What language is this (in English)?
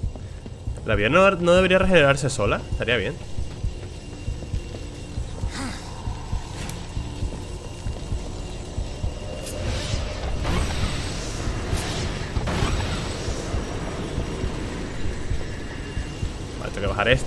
Spanish